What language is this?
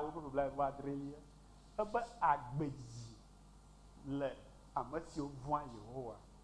Ewe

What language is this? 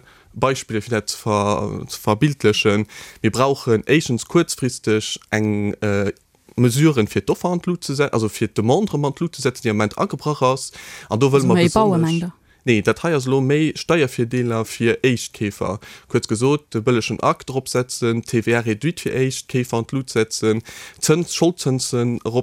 Luxembourgish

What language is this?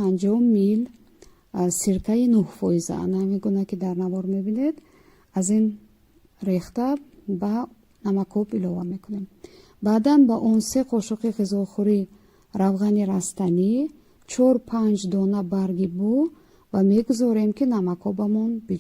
Tajik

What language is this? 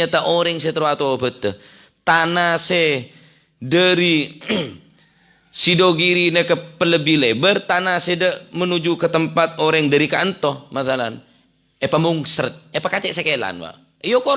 Madurese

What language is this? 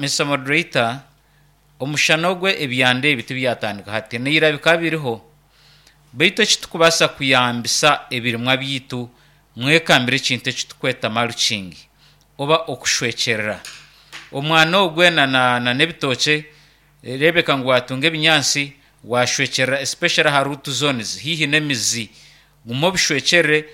Nyankole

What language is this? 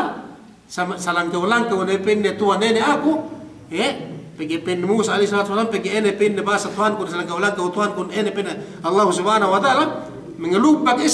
Yakan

